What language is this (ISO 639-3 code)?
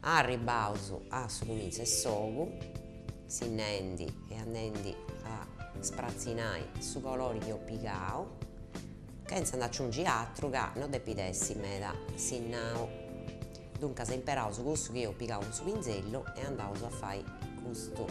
srd